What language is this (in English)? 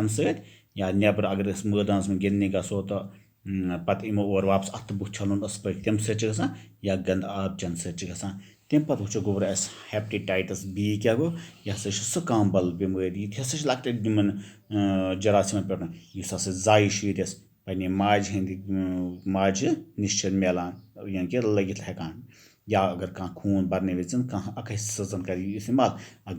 Kashmiri